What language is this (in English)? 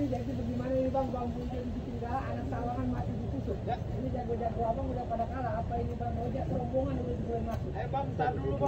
Betawi